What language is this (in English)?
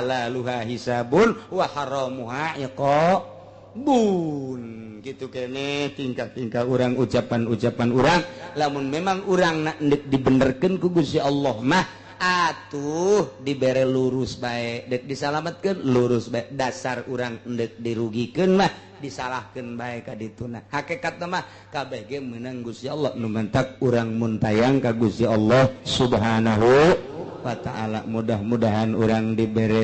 Sundanese